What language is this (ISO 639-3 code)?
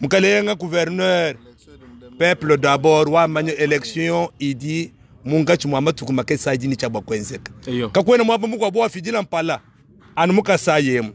lua